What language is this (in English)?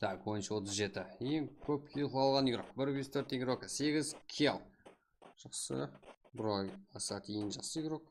Kara-Kalpak